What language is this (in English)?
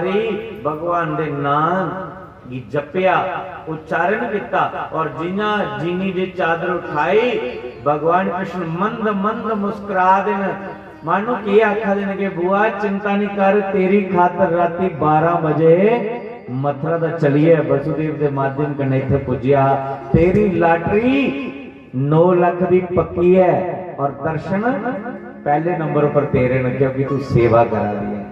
Dogri